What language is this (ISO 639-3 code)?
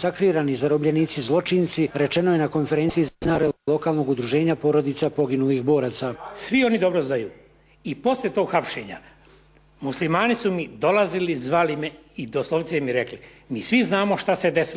bos